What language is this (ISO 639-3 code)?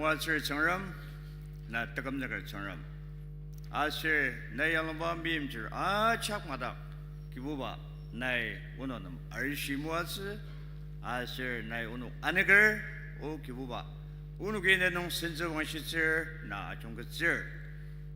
njo